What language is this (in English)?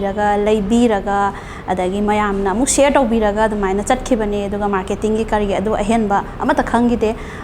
Manipuri